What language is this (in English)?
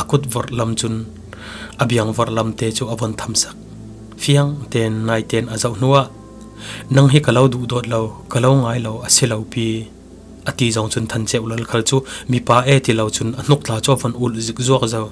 Falam Chin